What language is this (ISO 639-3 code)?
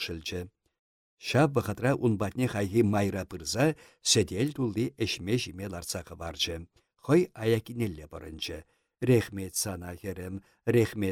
chv